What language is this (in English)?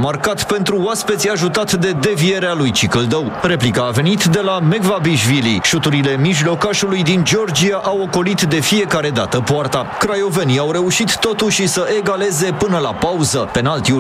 Romanian